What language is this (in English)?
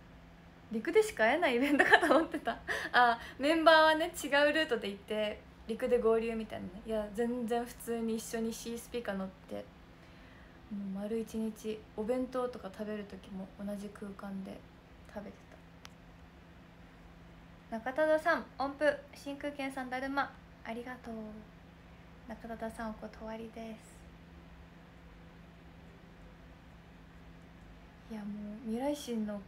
Japanese